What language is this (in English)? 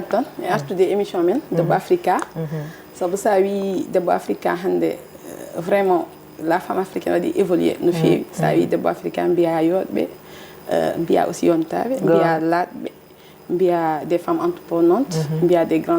Fula